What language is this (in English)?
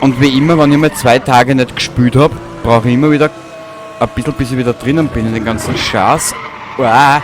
Bavarian